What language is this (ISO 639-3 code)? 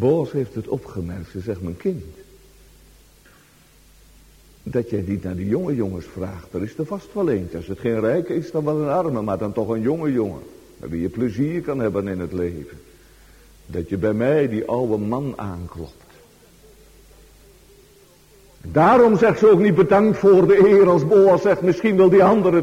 nld